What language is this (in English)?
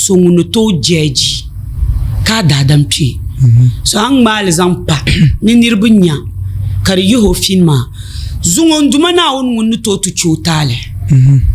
Dagbani